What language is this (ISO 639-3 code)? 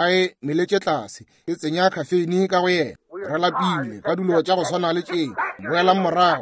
nso